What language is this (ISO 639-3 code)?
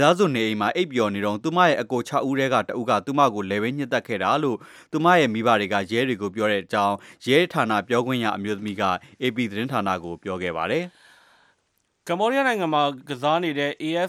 mya